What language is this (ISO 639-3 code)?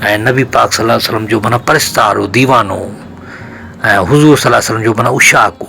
snd